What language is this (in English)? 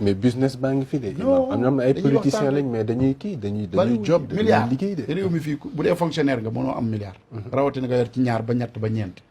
Wolof